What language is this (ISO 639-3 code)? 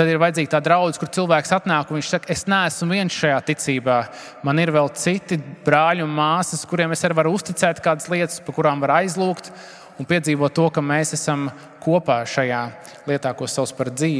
lav